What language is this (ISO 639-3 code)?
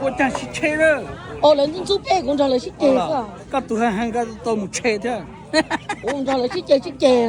hmn